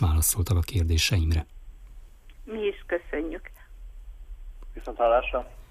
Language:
Hungarian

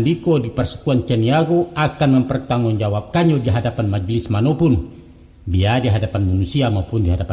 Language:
Minangkabau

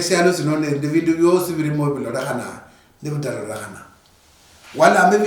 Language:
Luyia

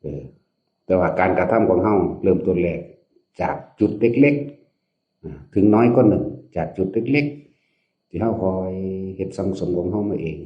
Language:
Northeastern Thai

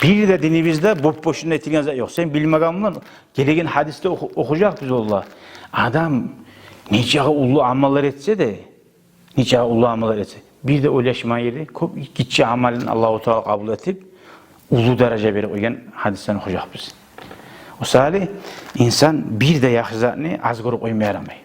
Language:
Kumyk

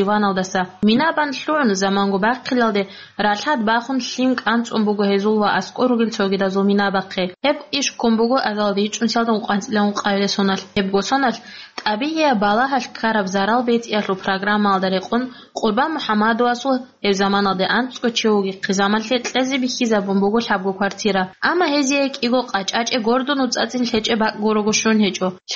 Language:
Avaric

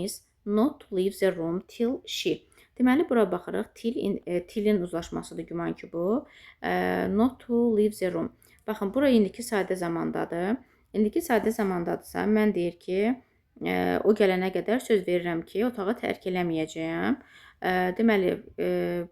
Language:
Azerbaijani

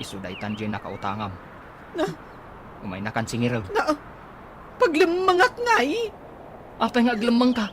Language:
Iloko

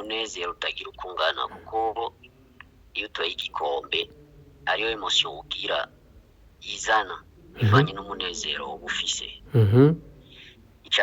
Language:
Rundi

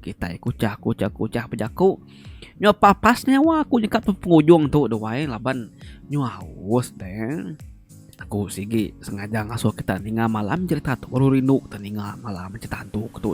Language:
Iban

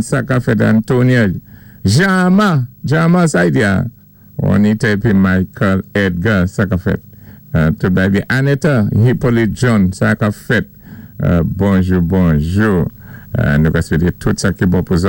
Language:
Saint Lucian Creole French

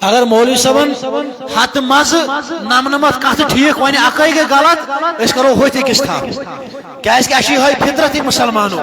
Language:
Kashmiri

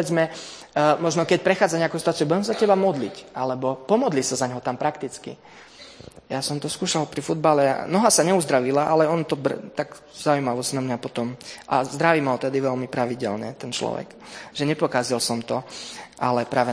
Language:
Slovak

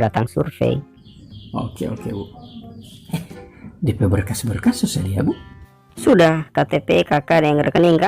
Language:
Manado Malay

